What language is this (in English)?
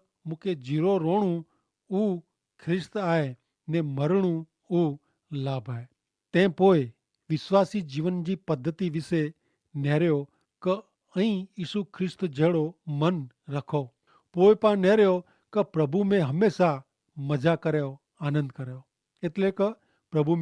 Kachhi